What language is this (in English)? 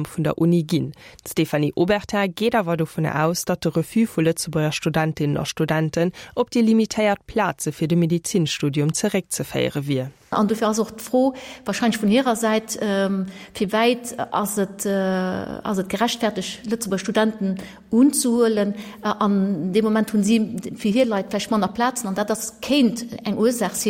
Luxembourgish